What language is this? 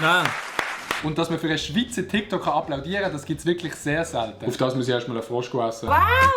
Swiss German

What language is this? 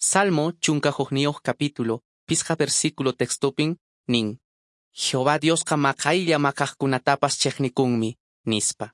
Quechua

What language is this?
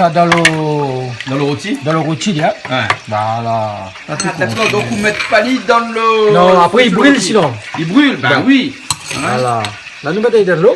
Réunion Creole French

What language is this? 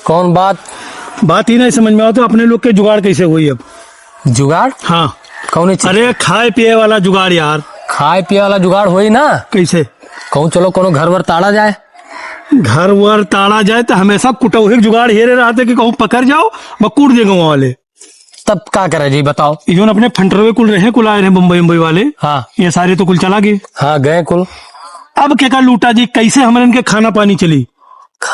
Awadhi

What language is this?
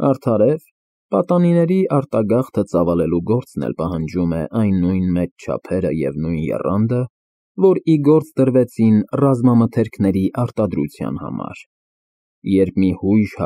Armenian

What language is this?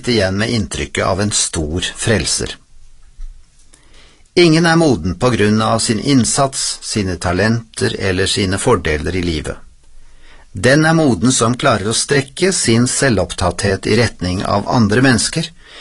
Norwegian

